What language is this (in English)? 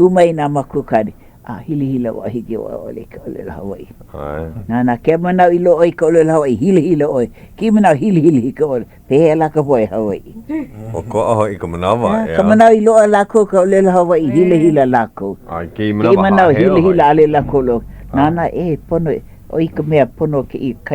Hawaiian